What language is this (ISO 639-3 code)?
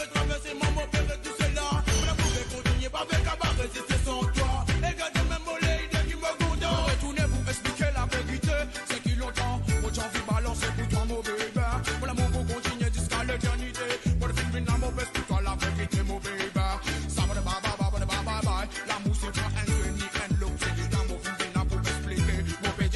mfe